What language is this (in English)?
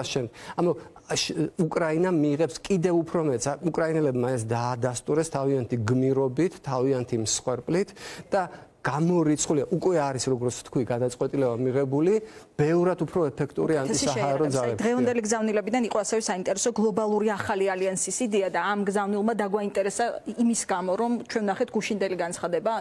Georgian